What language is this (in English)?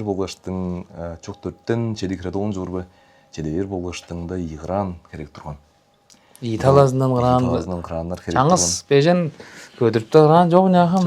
Tuvinian